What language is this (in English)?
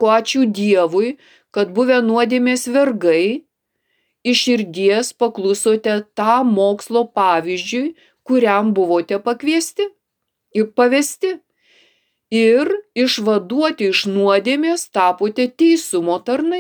Lithuanian